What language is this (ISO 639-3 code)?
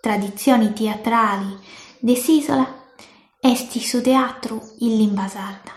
srd